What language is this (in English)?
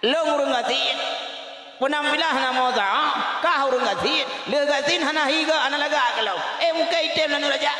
Achinese